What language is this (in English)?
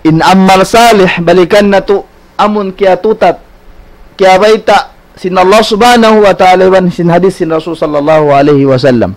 Tausug